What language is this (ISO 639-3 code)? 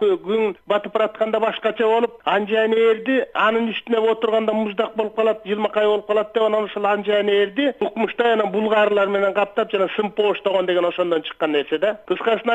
kir